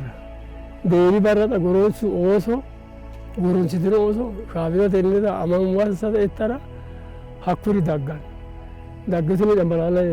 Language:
Sidamo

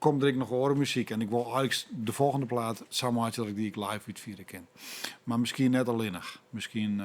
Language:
Western Frisian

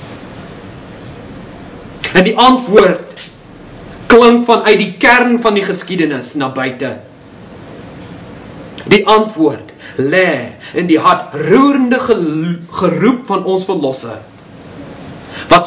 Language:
Afrikaans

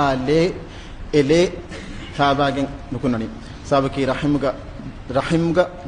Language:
Divehi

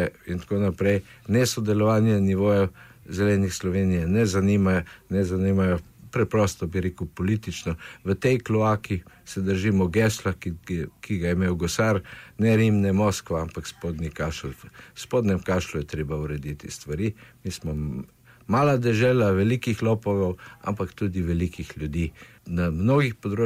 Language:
Slovenian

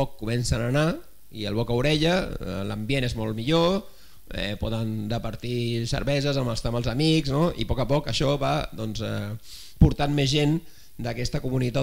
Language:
Catalan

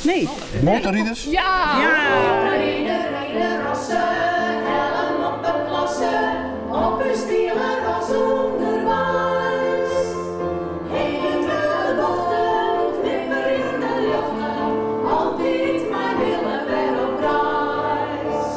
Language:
Western Frisian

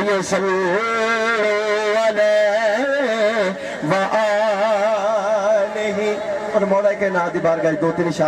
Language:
Hindi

